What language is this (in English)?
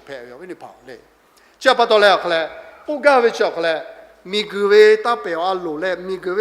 Lahu